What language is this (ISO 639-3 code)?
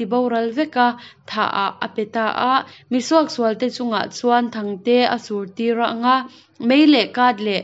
cnh